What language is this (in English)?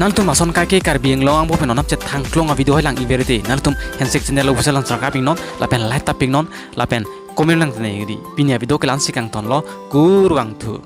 Karbi